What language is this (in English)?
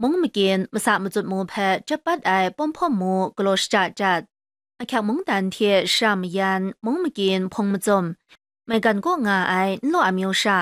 Kachin